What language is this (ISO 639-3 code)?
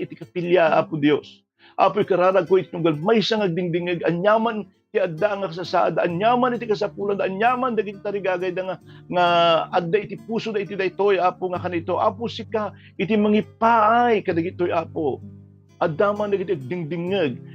ilo